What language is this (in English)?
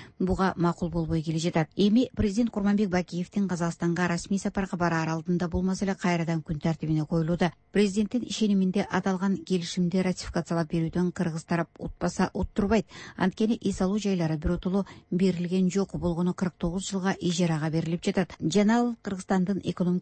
Kyrgyz